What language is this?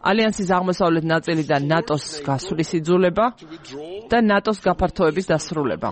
Georgian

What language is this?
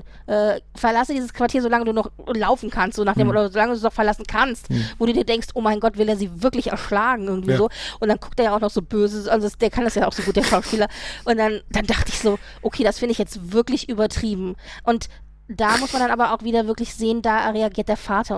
German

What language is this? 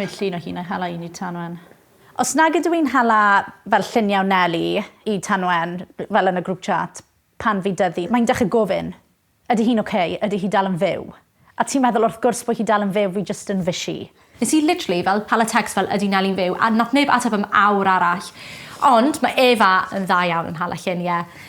Welsh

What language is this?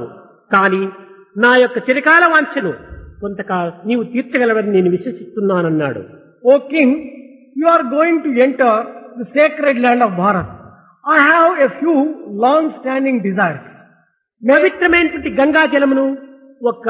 Telugu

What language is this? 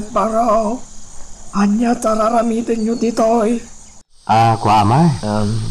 Iloko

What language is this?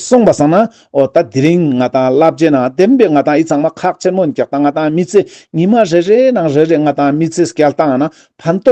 Ladakhi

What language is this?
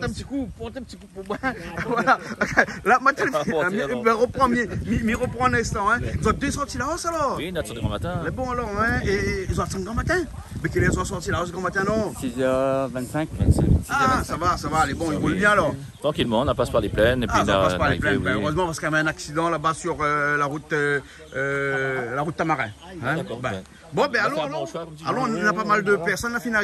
Réunion Creole French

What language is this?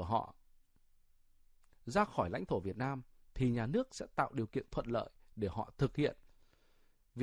Vietnamese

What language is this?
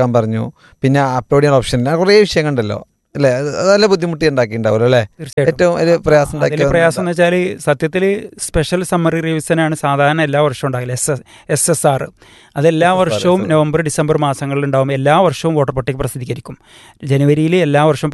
Malayalam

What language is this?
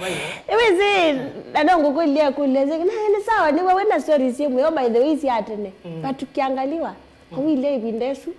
Kamba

